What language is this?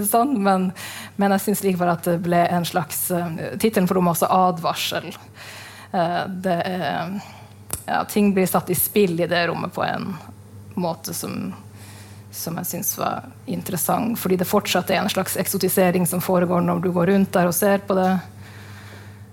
Norwegian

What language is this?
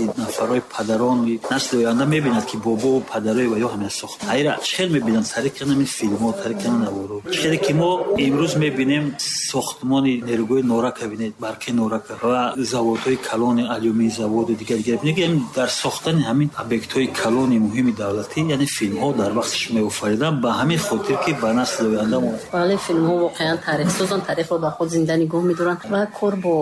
Tajik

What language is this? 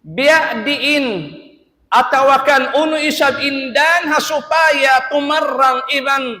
Tausug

